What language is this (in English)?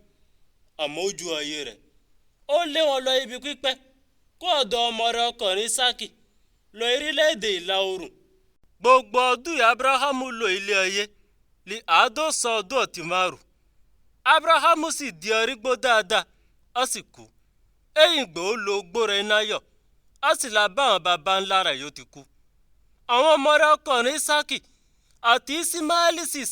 Yoruba